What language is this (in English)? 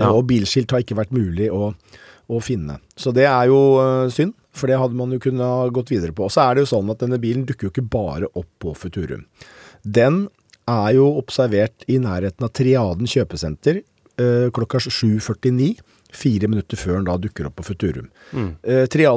Norwegian